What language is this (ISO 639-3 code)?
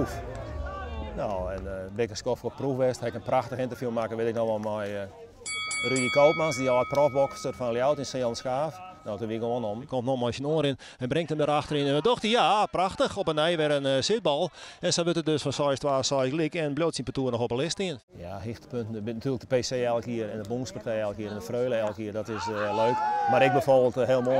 fry